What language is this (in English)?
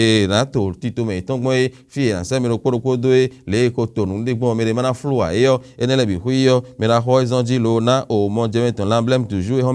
Fon